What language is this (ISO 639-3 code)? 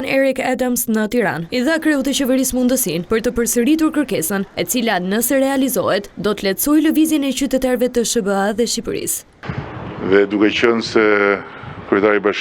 sqi